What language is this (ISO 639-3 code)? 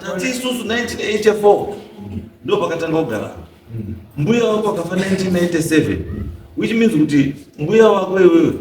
sna